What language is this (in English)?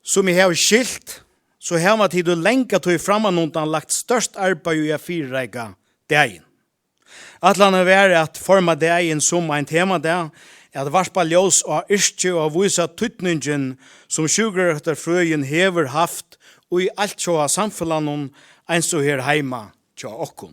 Faroese